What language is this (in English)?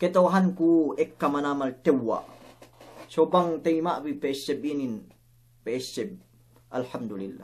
Yakan